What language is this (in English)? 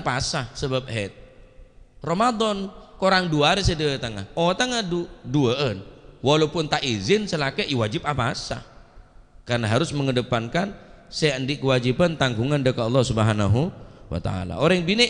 Madurese